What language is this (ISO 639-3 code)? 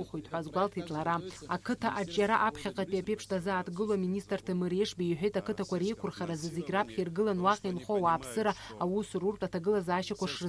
abk